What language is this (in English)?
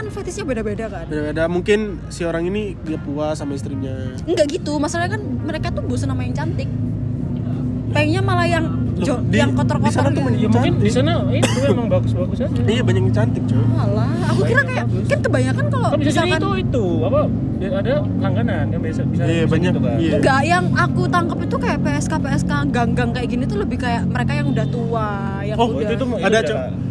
Indonesian